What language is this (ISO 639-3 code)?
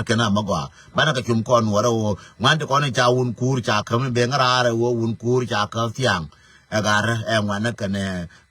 nus